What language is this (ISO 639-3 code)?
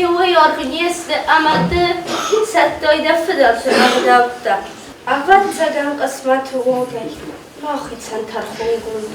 oss